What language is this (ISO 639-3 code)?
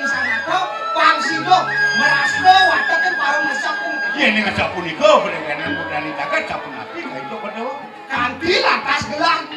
ban